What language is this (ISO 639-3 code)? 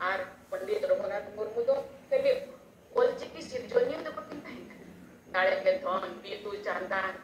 sat